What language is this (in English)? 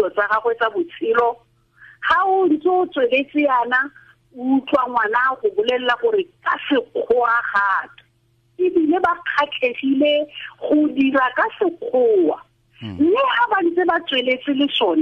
Tswana